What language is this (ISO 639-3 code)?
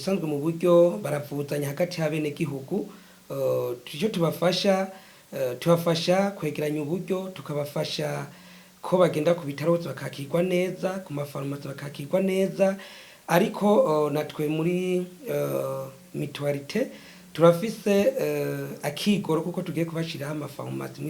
run